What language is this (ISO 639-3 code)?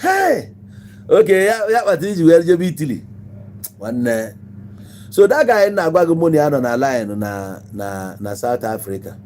ibo